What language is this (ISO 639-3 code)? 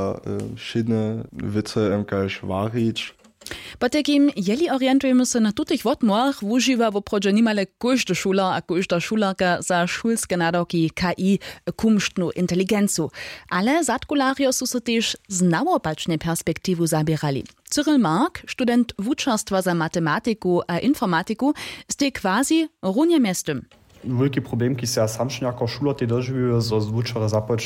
hsb